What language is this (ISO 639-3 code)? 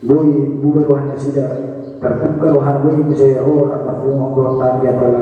bbc